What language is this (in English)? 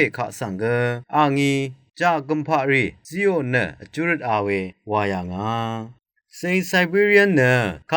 Rawang